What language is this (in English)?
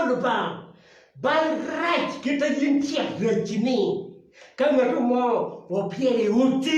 Acoli